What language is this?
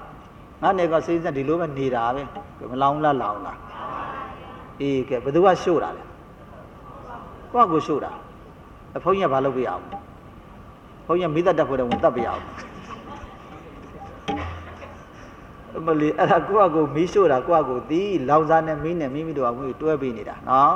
Burmese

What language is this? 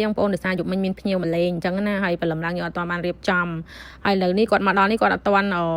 Khmer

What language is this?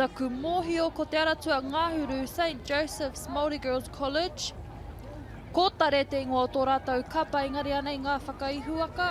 Māori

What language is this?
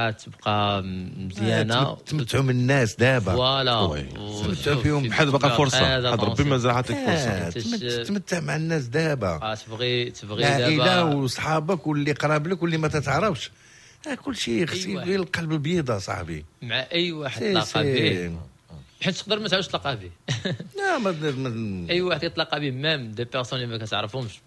Moroccan Arabic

